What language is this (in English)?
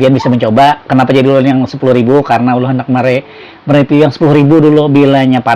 Banjar